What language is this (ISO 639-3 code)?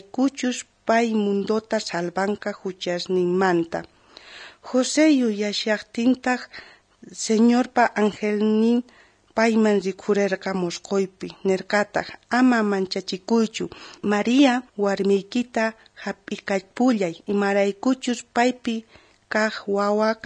quh